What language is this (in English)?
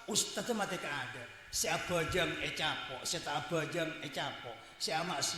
Madurese